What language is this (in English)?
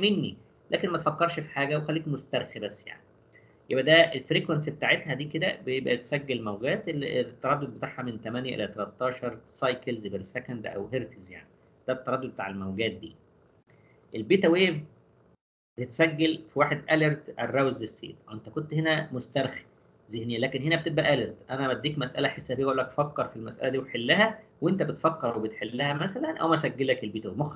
Egyptian Arabic